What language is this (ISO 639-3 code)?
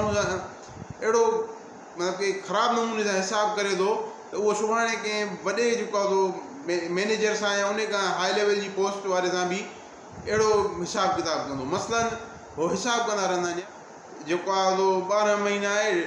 snd